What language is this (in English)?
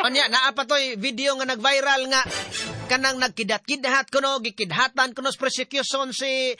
Cebuano